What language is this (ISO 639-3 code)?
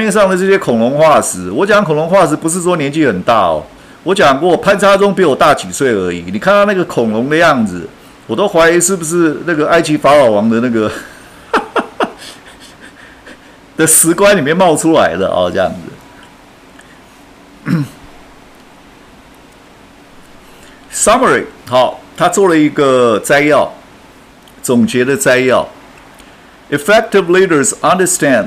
zho